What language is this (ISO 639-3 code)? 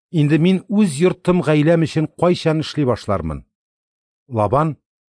tat